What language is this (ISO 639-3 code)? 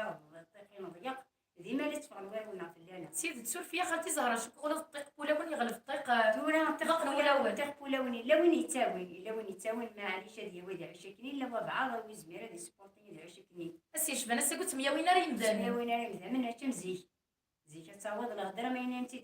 kab